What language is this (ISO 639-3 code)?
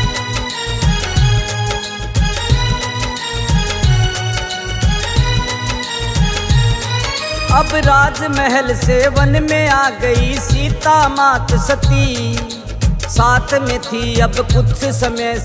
bgc